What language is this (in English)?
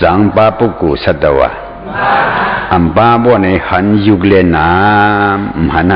Shan